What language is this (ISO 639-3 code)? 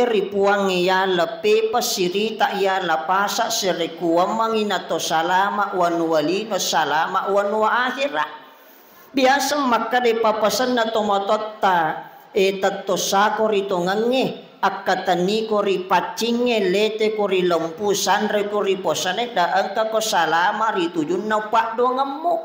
bug